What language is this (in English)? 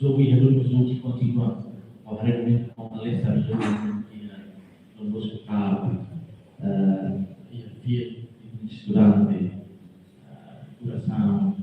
Tetum